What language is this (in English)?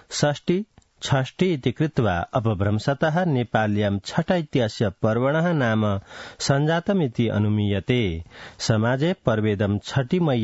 Sanskrit